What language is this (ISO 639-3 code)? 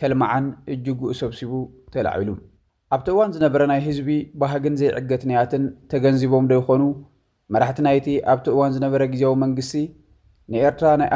tir